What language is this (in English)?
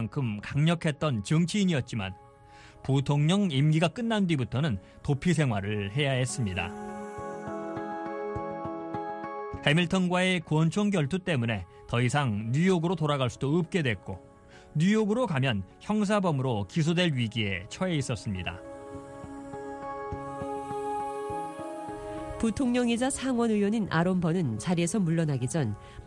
Korean